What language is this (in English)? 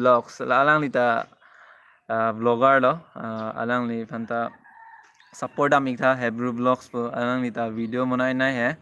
Karbi